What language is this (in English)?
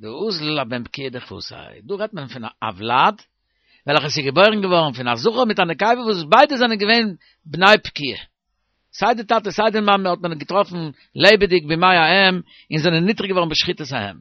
Yiddish